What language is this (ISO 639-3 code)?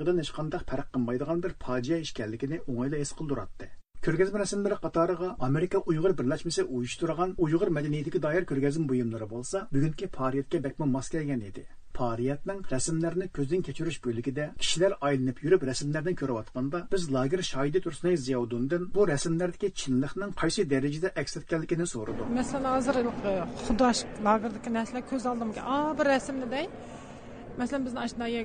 uig